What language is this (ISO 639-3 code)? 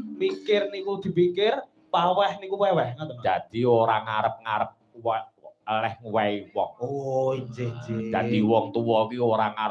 jav